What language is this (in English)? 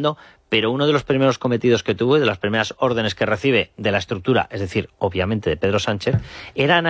Spanish